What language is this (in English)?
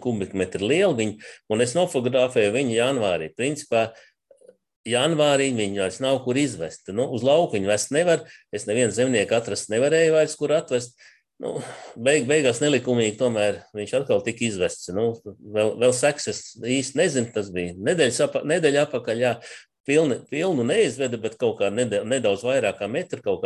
Latvian